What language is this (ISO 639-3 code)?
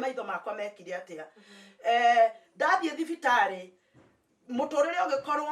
kik